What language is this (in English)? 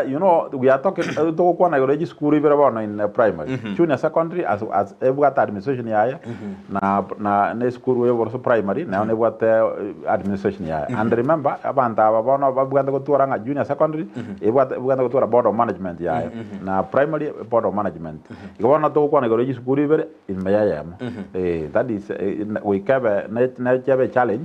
Gusii